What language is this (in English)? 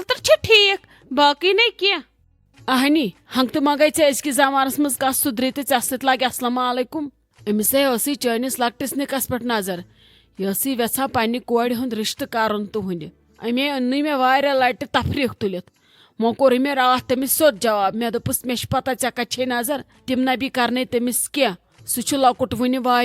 Kashmiri